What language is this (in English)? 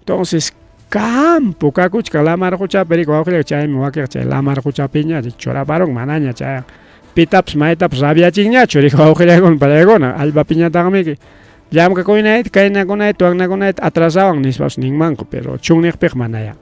Ayacucho Quechua